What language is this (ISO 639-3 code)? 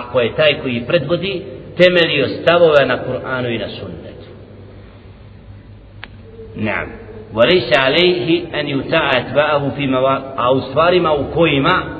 bos